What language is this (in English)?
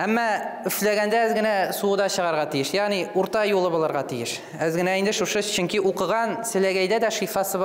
Tatar